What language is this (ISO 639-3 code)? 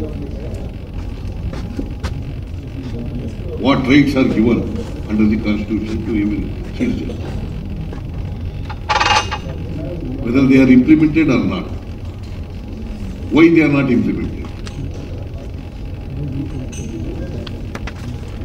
kan